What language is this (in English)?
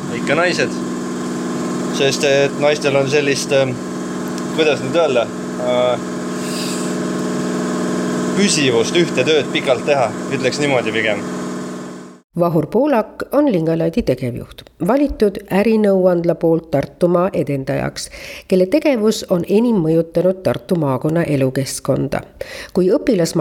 Estonian